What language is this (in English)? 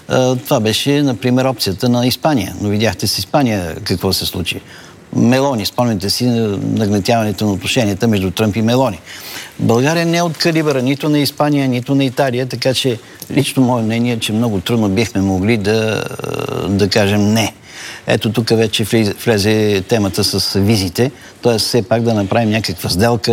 Bulgarian